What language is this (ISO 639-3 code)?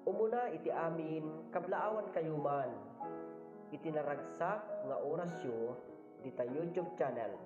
ilo